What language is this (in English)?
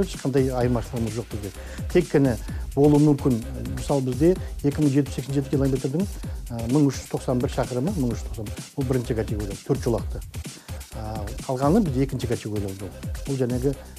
Kazakh